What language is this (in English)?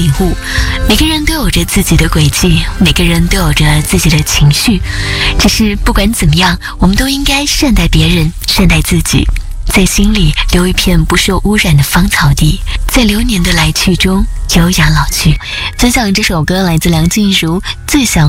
Chinese